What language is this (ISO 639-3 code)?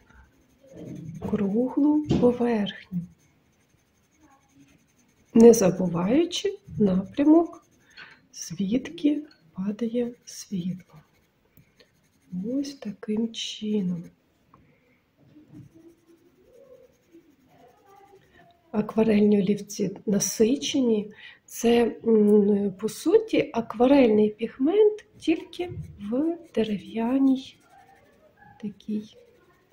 ukr